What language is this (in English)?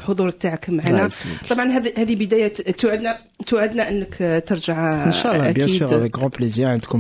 Moroccan Arabic